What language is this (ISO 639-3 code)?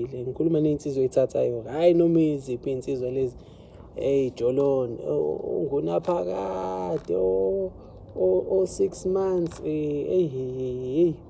zul